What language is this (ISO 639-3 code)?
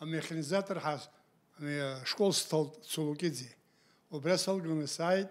abk